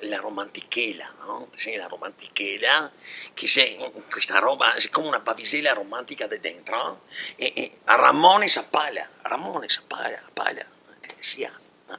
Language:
Venetian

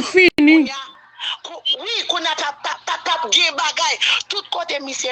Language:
Haitian Creole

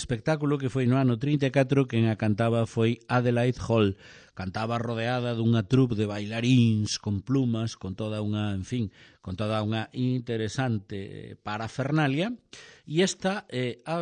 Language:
Galician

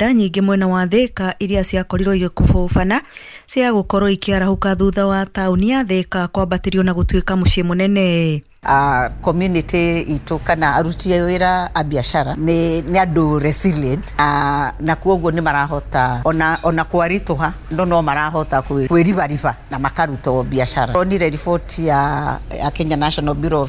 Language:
Kikuyu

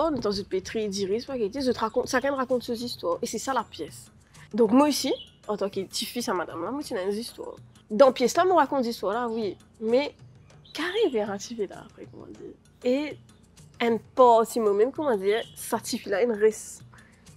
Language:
Morisyen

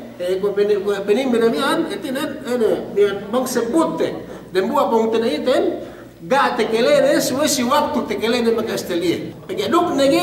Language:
Yakan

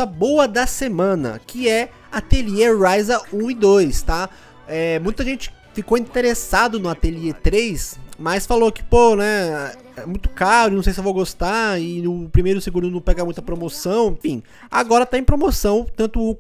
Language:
Portuguese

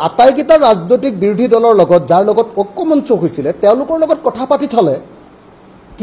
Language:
Assamese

